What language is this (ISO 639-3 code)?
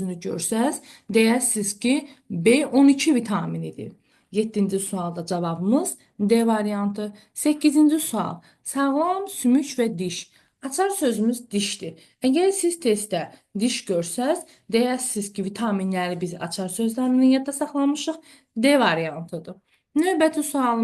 aze